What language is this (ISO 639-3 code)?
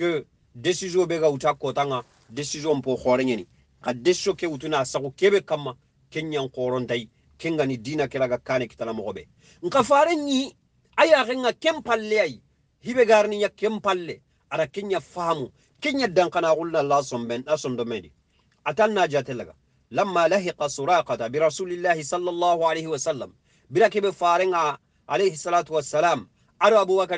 snk